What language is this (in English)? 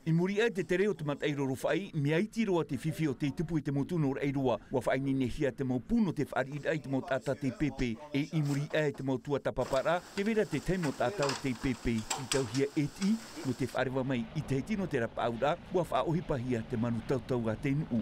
Tahitian